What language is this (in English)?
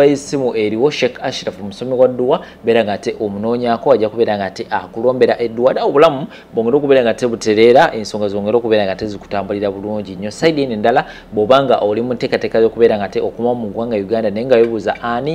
Ganda